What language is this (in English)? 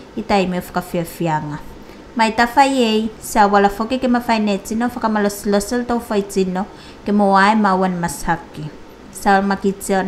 Tuvalu